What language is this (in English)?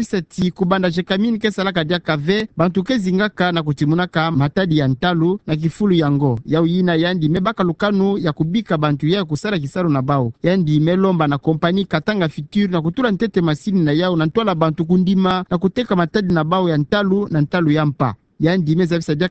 Kituba (Democratic Republic of Congo)